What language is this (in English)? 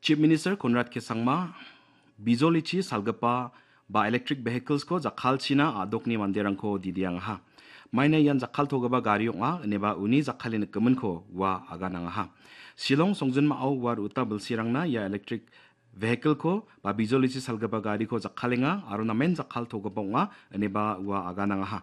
Garo